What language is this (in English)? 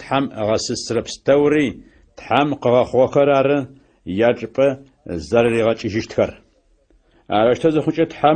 Adyghe